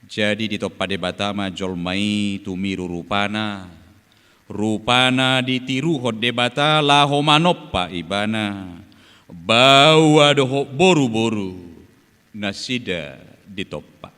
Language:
Batak Toba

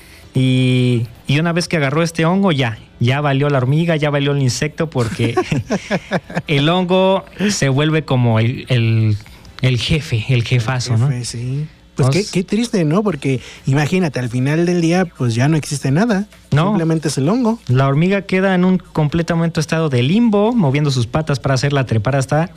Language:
Spanish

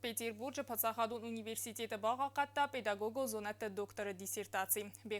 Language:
Ossetic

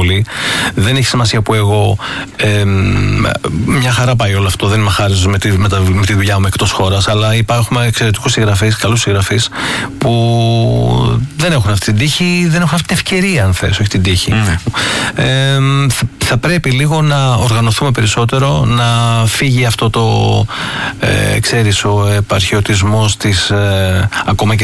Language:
Greek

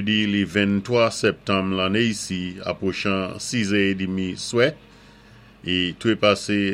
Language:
Saint Lucian Creole French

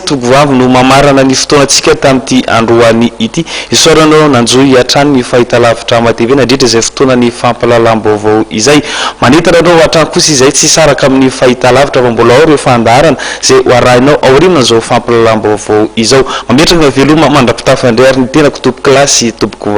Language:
Malagasy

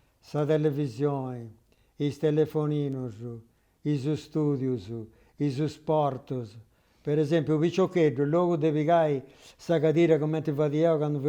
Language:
Sardinian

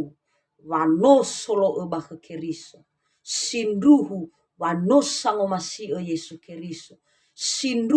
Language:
Nias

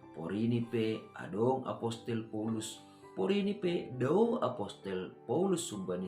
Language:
Batak Simalungun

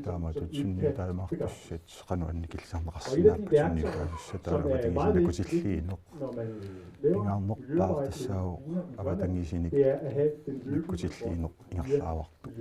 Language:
Kalaallisut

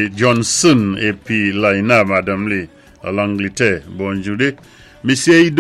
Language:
Saint Lucian Creole French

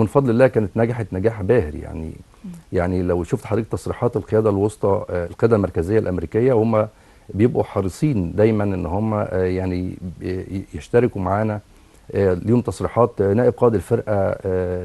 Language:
Egyptian Arabic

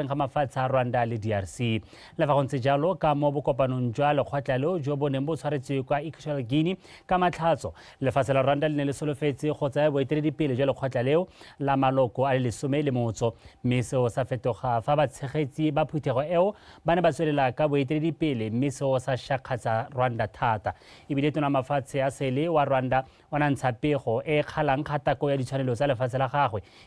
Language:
Tswana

